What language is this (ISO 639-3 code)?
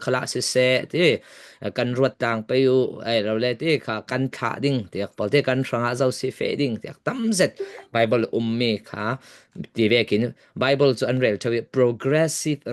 cfm